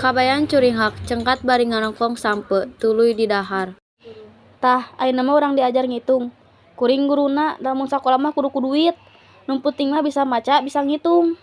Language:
Sundanese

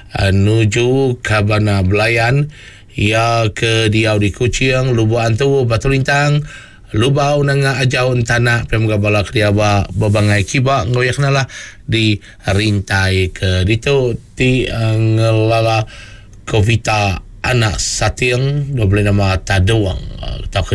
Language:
Iban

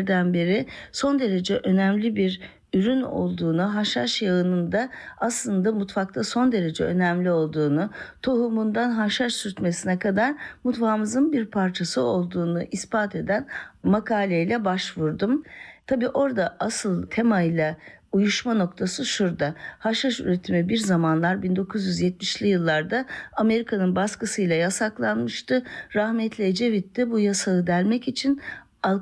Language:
Turkish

